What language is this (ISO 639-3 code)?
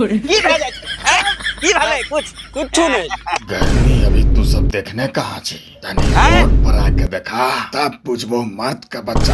anp